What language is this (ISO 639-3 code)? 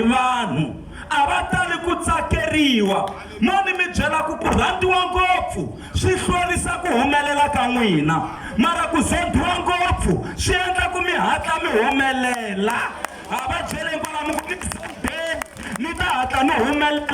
tso